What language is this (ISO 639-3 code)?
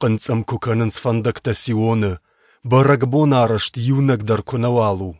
oss